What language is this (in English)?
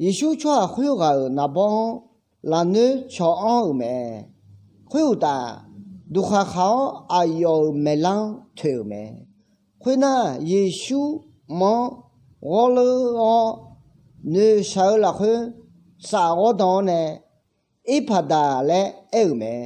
Akha